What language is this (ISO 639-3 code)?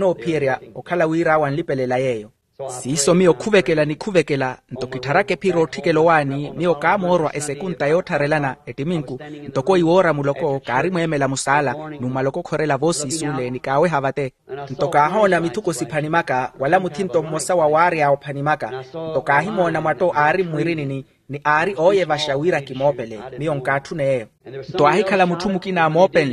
vmw